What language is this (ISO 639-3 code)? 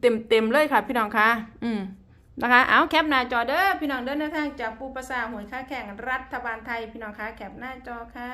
tts